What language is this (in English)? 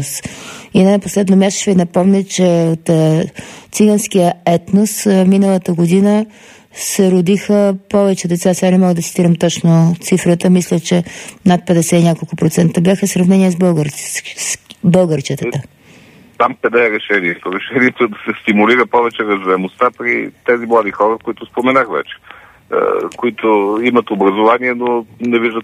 Bulgarian